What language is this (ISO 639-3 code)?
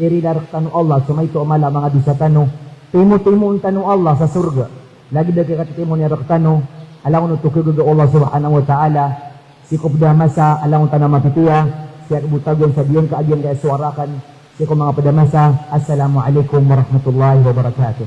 mrw